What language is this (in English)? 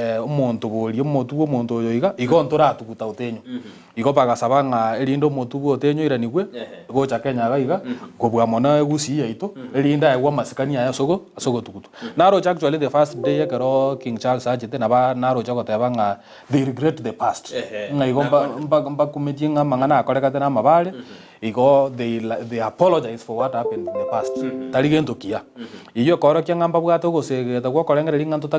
Gusii